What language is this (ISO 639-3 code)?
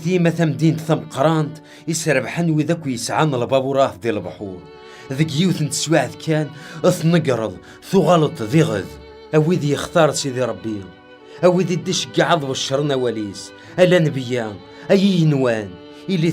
kab